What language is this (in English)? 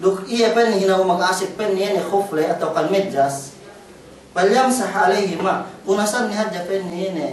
Yakan